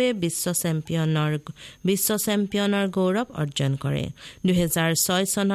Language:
Assamese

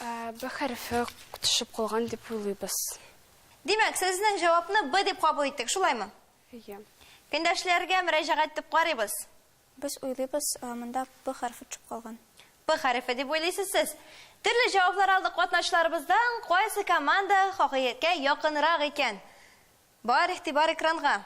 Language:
Tatar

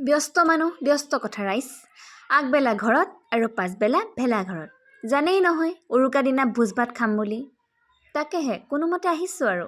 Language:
Assamese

